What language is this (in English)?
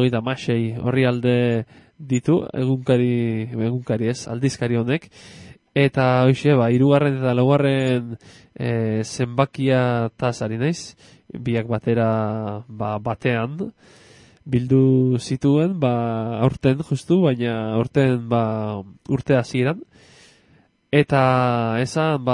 Basque